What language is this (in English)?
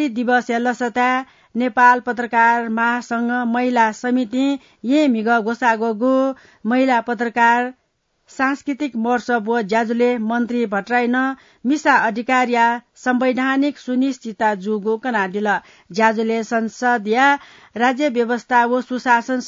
Newari